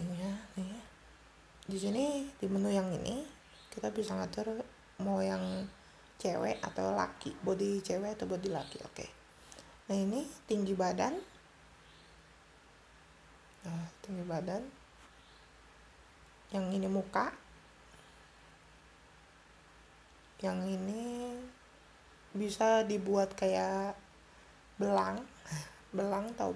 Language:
Indonesian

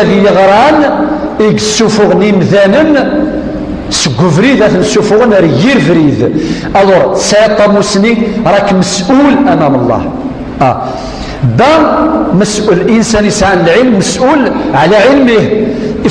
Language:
Kabyle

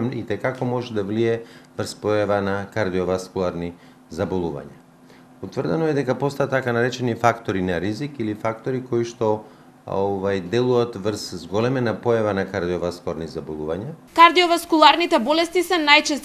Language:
Macedonian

